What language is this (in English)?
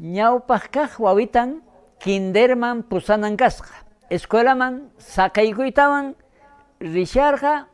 South Bolivian Quechua